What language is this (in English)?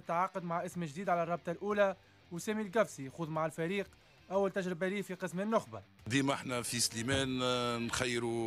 Tunisian Arabic